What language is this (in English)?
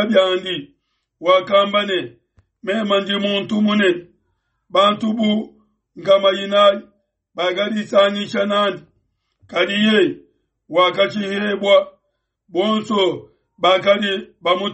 Luba-Lulua